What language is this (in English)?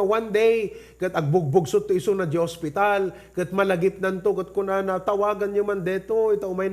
Iloko